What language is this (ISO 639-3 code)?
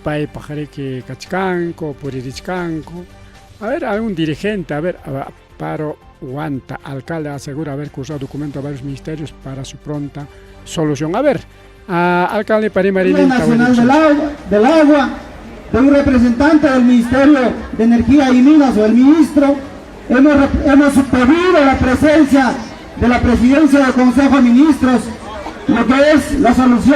quy